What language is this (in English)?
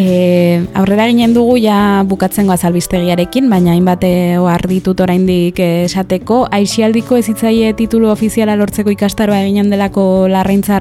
Basque